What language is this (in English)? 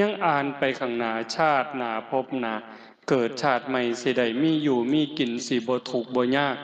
Northeastern Thai